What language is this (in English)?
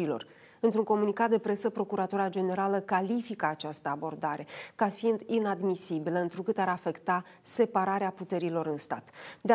Romanian